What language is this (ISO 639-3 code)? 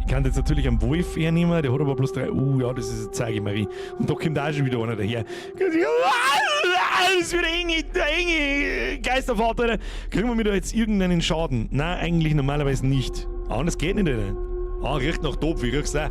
bar